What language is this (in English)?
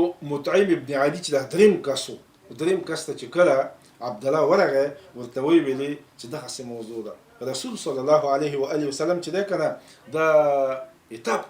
Pashto